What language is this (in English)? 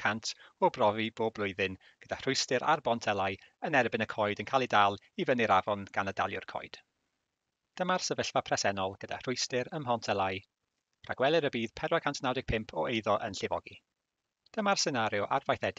Welsh